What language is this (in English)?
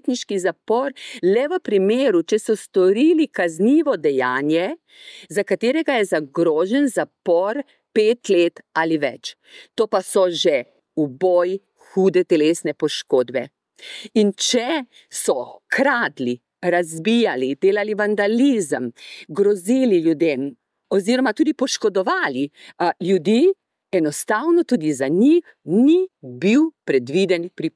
Slovenian